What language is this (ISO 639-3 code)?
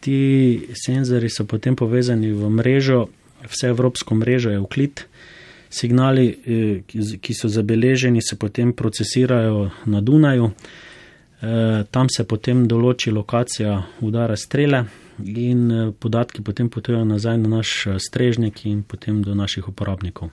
slv